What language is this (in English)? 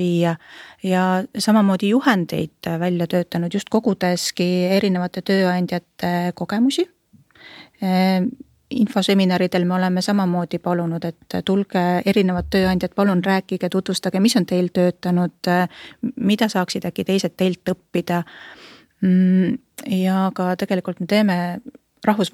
Estonian